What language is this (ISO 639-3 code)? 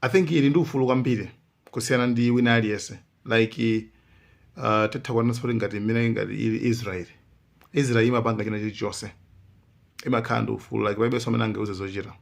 nya